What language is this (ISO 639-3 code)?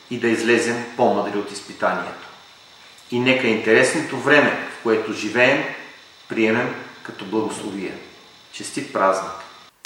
bul